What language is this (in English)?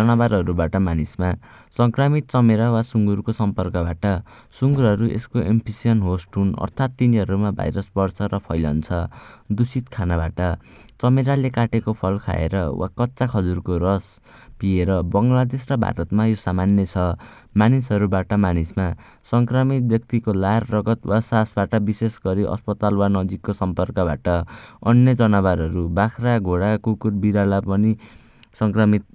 Nepali